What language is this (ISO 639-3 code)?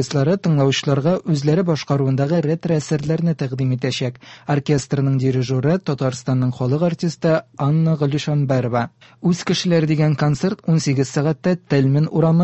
tat